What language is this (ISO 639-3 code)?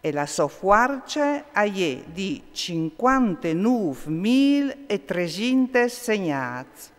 fur